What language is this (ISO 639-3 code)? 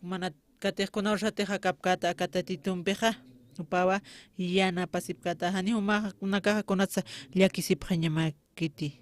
aym